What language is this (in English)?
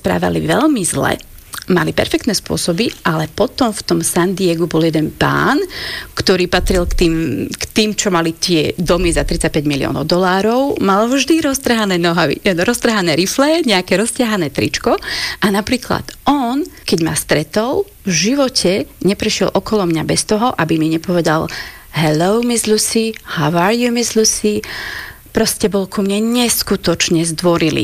Slovak